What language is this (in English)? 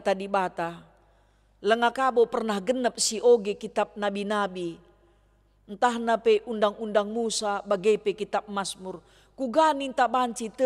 Batak Karo